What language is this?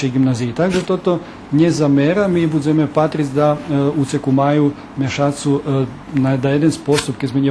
Rusyn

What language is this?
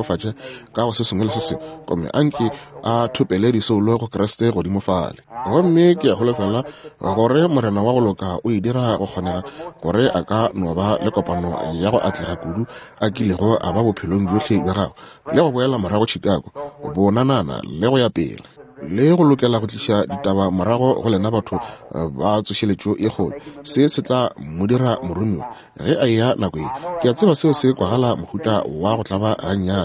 Northern Sotho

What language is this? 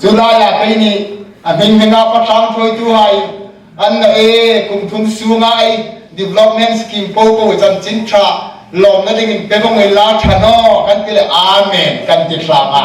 Hmar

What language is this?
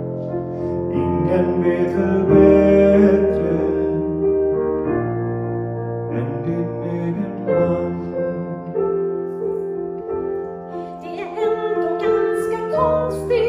Swedish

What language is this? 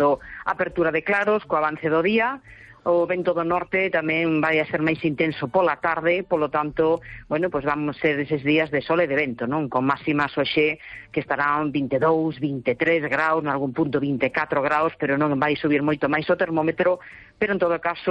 Galician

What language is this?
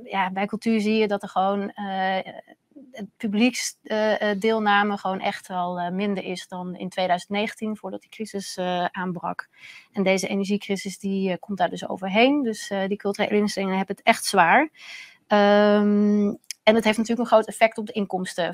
Dutch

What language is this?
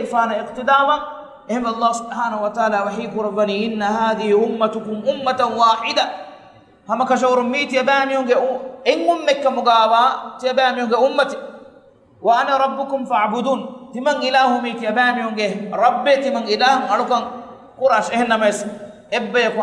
Divehi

